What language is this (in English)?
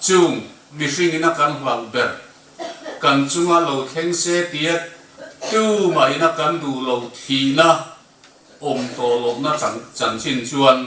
Mizo